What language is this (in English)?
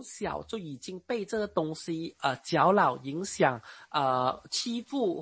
Chinese